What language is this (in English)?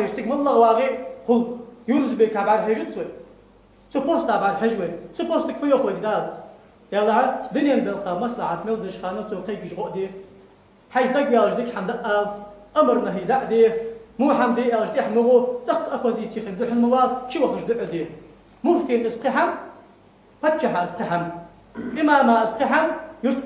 Ingush